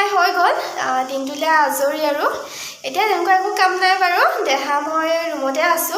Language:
Assamese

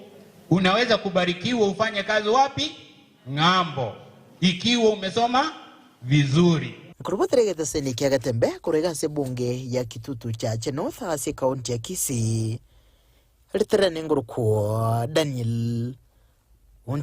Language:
Gusii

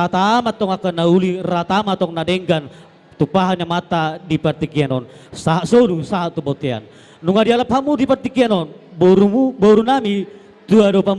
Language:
Batak Toba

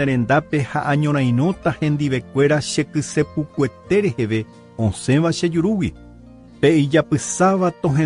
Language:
Guarani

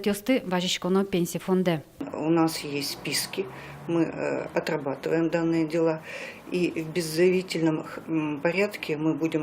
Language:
Udmurt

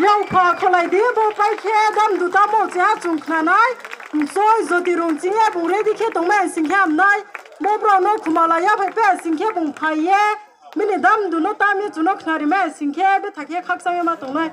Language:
Riang (India)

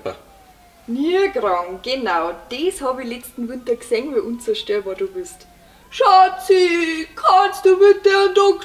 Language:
Bavarian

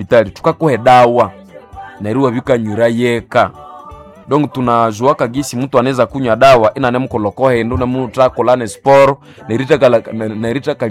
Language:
Swahili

